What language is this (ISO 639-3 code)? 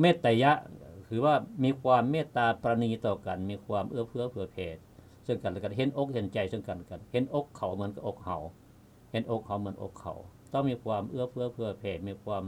lao